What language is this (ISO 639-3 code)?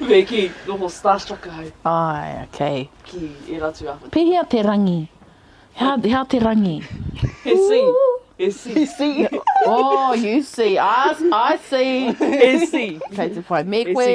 mri